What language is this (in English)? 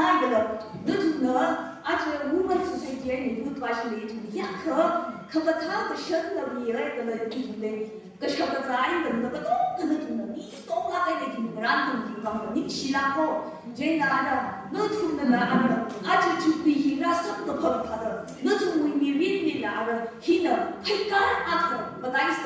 Tangkhul Naga (India)